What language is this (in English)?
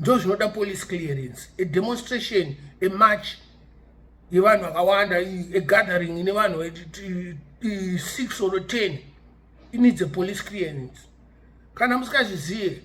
Shona